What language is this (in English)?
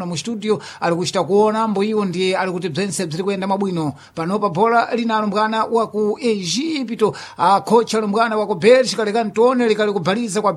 Sena